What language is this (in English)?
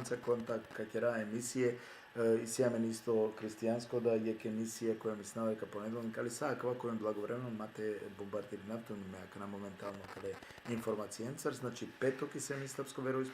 Balkan Romani